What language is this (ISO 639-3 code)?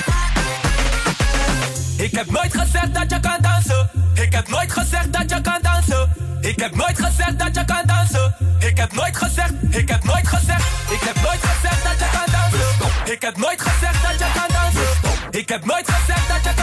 nld